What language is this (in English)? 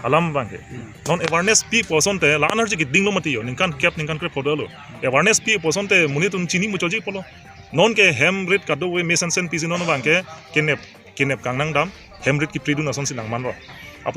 Karbi